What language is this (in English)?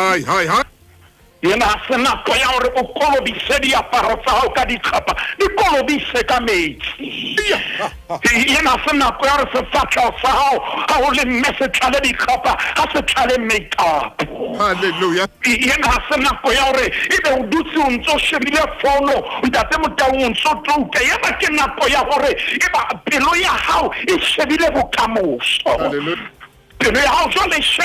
Southern Sotho